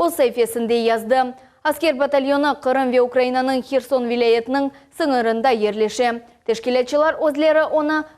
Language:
Crimean Tatar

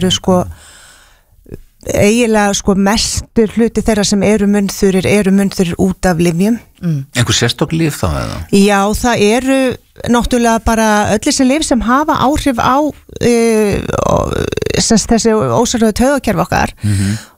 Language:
Icelandic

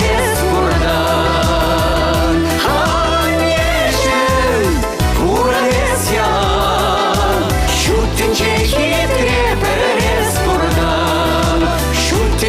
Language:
Chuvash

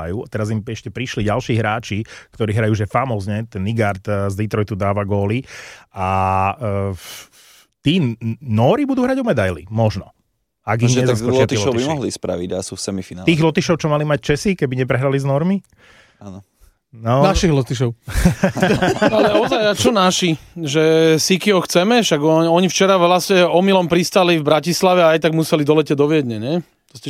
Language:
Slovak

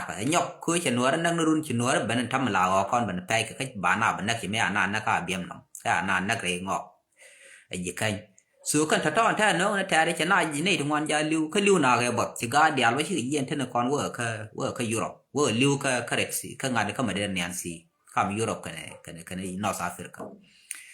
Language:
Nuer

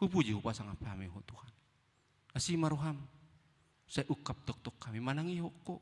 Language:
Batak Toba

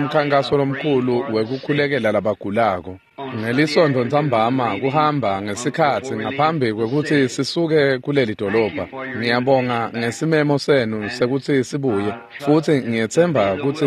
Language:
Swati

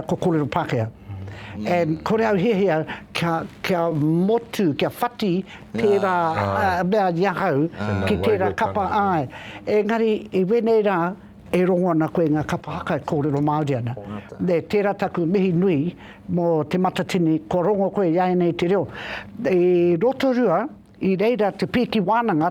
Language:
Māori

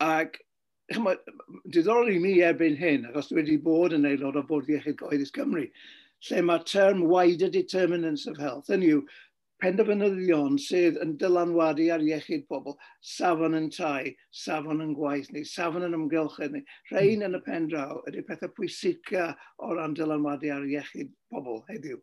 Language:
Welsh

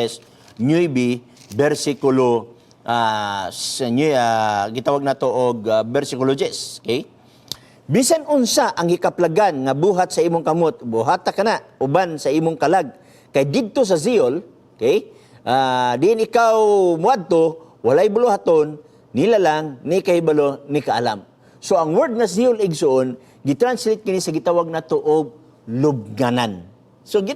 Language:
Cebuano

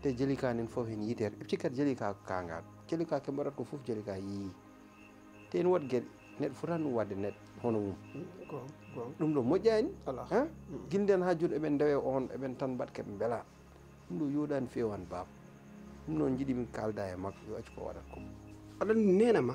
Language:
Fula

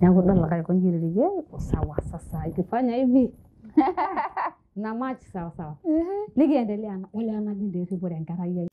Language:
Masai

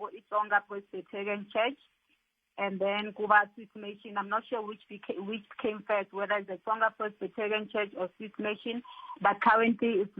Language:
Tsonga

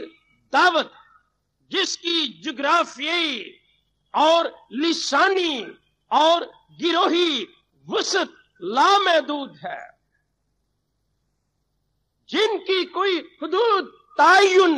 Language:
Urdu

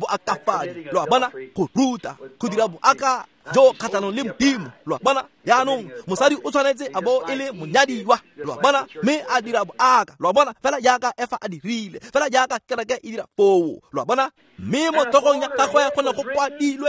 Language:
Tswana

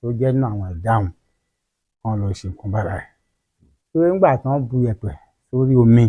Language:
Yoruba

